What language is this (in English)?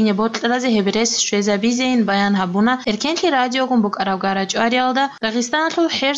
Avaric